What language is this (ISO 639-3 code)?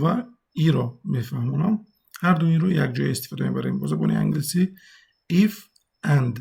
tgk